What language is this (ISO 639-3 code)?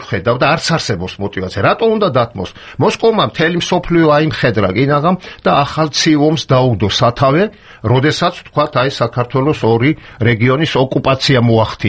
kat